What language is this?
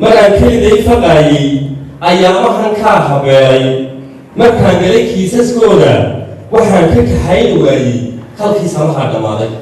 Somali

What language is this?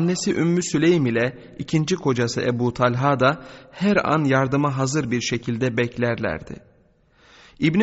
Turkish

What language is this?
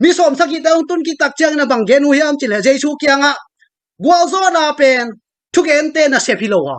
Tedim Chin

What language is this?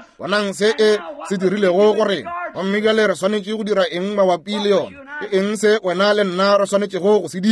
Northern Sotho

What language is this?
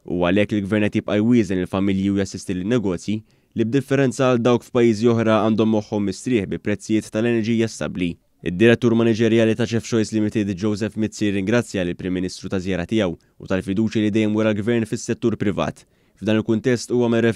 Maltese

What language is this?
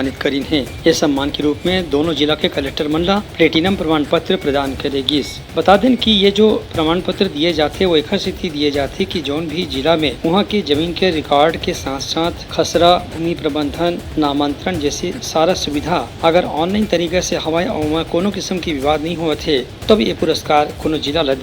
Chhattisgarhi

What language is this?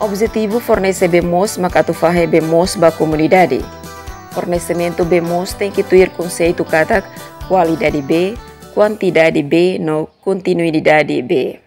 Tetum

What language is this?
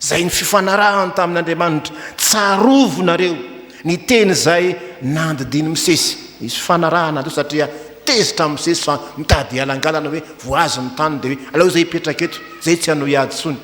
Malagasy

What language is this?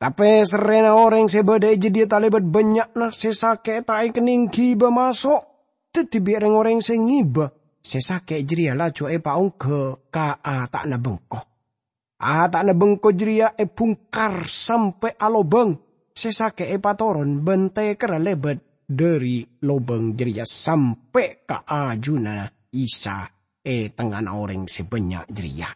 Madurese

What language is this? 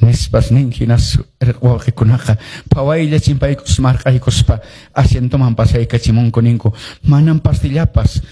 Quechua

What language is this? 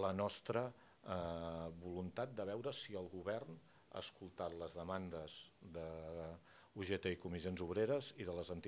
Catalan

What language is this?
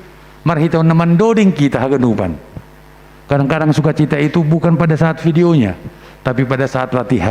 Batak Simalungun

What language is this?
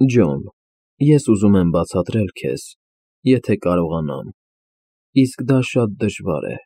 Armenian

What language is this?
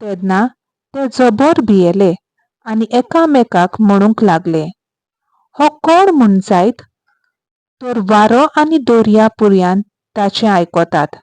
Konkani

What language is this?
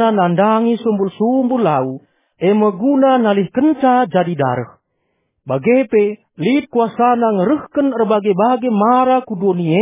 Batak Karo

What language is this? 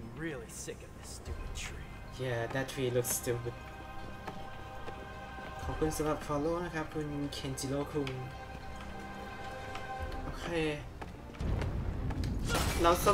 Thai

